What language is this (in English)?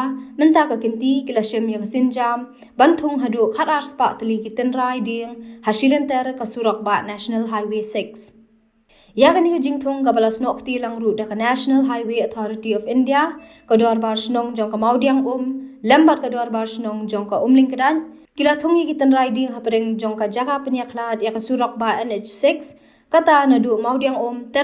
Khasi